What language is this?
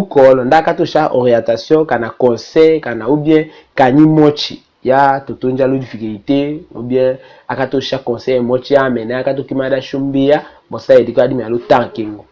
Tetela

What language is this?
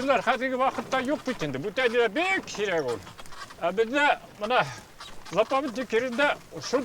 Bashkir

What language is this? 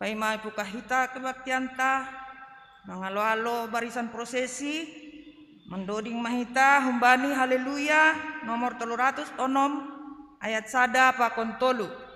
Batak Simalungun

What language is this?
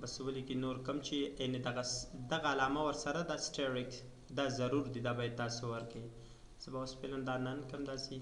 Pashto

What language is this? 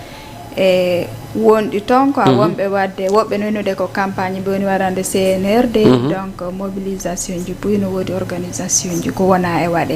Fula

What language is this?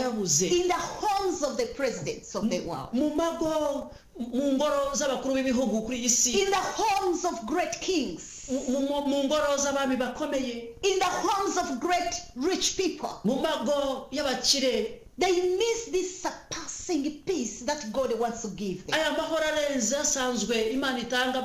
Kinyarwanda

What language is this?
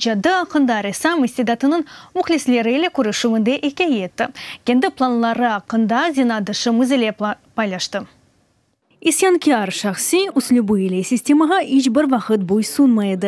Crimean Tatar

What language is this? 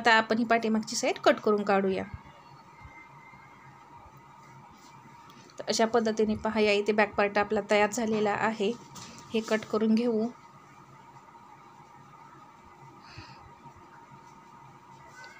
Marathi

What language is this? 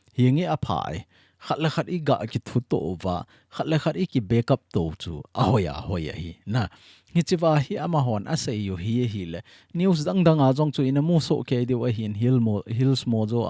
Thado Chin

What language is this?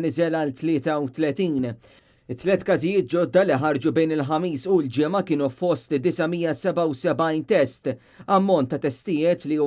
Maltese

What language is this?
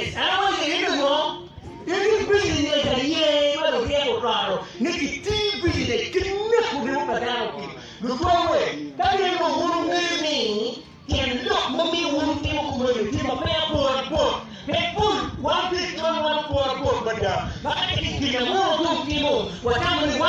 Acoli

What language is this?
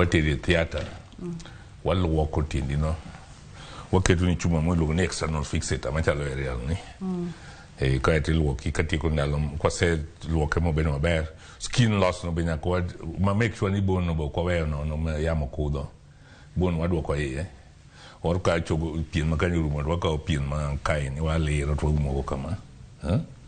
Luo (Kenya and Tanzania)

